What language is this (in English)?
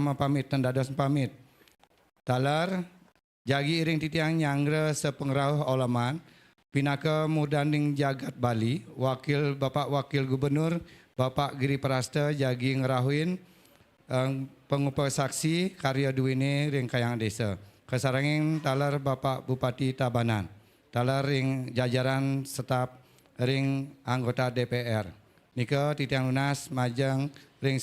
Balinese